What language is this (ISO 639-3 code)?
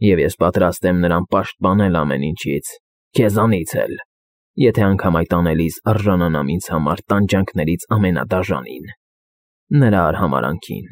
hye